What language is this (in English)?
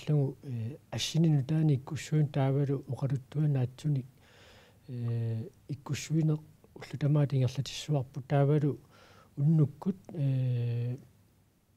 Kalaallisut